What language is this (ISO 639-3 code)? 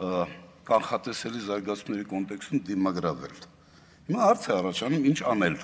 hye